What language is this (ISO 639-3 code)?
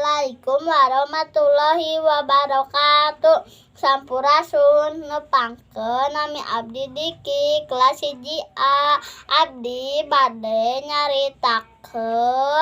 sun